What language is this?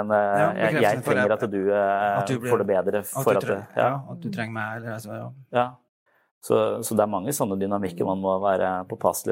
Norwegian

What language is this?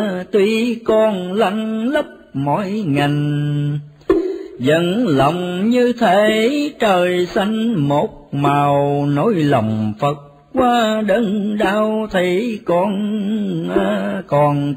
Vietnamese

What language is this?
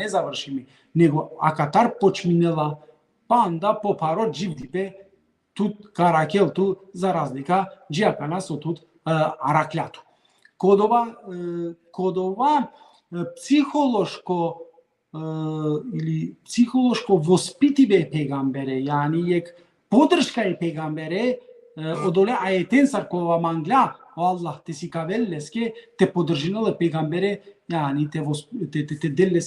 Balkan Romani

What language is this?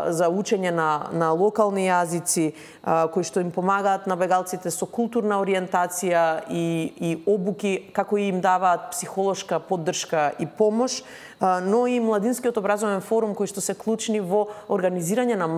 Macedonian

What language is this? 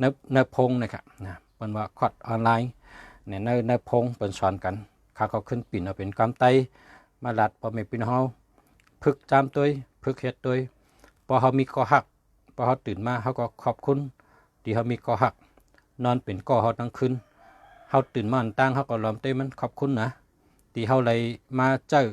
Shan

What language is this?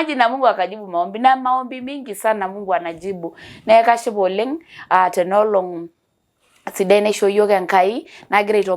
Masai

